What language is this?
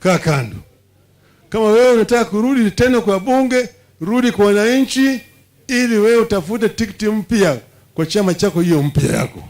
Kamba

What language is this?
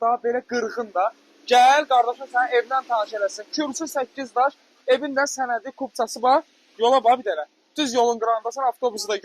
Azerbaijani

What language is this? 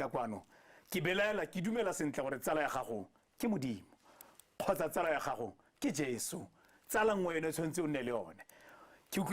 Tswana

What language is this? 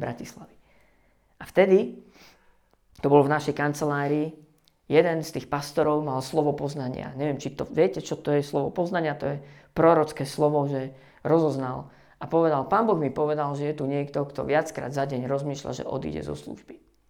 Slovak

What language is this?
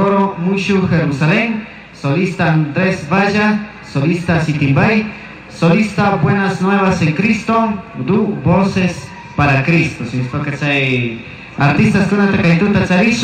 Chimborazo Highland Quichua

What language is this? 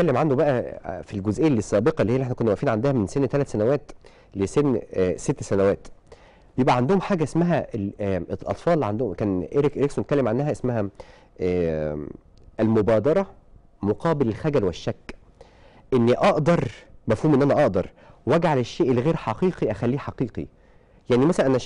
Egyptian Arabic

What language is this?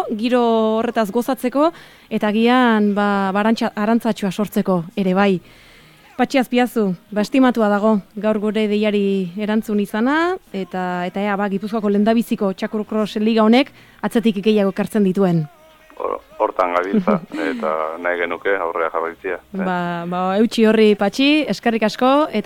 Basque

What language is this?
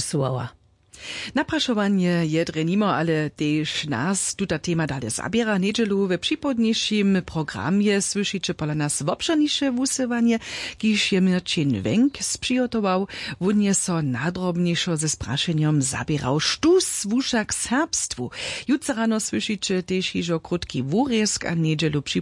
Upper Sorbian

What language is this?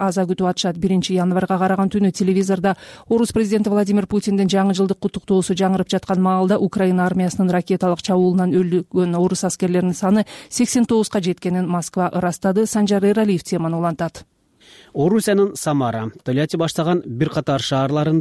Kyrgyz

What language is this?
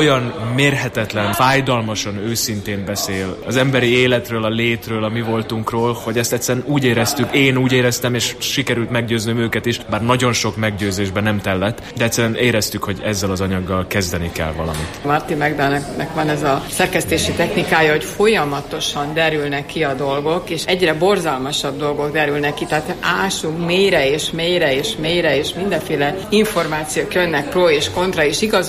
Hungarian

